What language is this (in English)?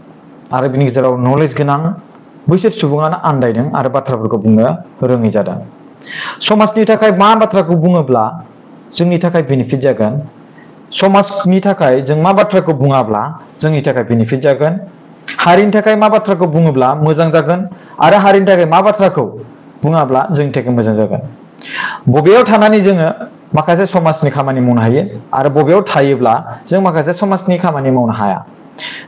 Bodo